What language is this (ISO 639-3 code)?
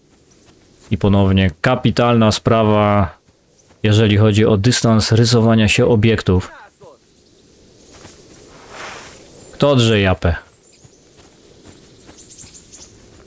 pol